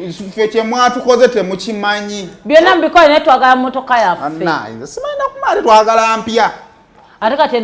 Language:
Ganda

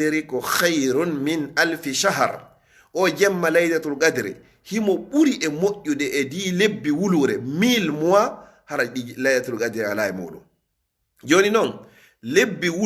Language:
Fula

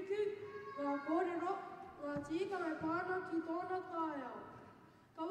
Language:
Māori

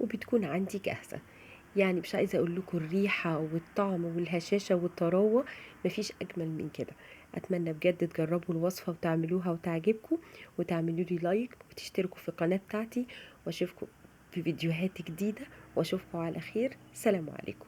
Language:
Egyptian Arabic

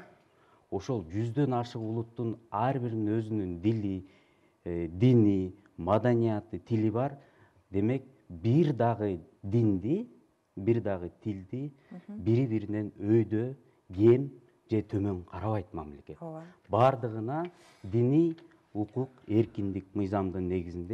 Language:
Kyrgyz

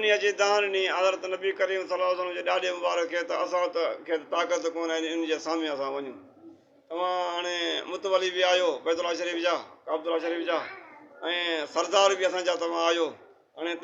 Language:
Sindhi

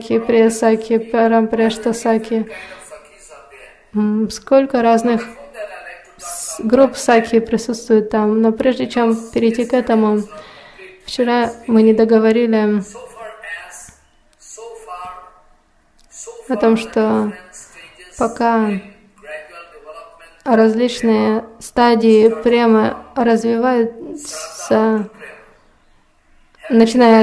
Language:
Russian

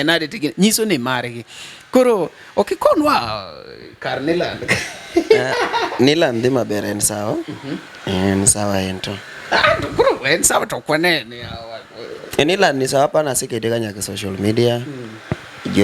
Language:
Luo (Kenya and Tanzania)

